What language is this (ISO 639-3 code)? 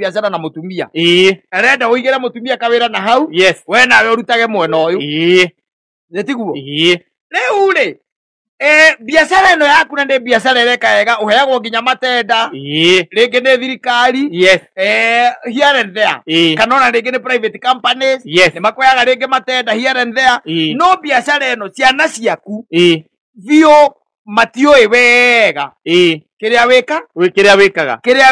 kik